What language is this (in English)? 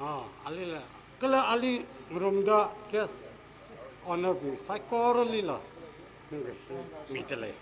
Tangkhul Naga (India)